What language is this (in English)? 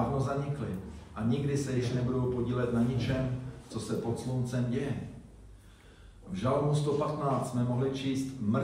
Czech